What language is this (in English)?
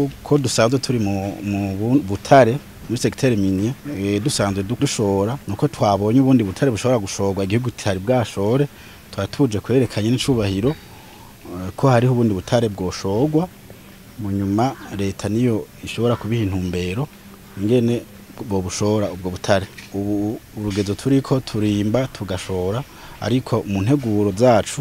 Rundi